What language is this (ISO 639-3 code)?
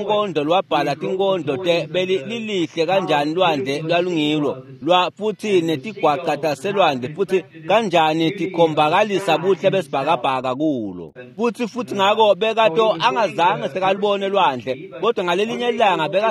ssw